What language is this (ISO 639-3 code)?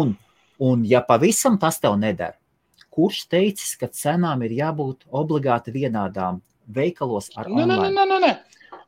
lav